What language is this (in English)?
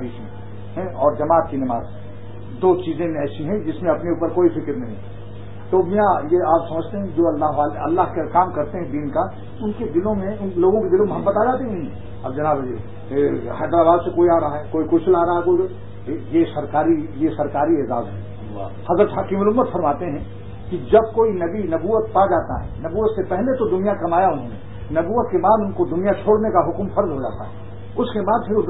Urdu